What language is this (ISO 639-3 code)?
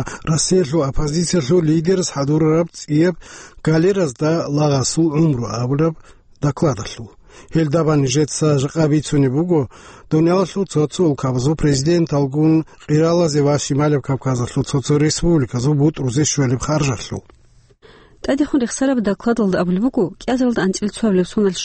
ava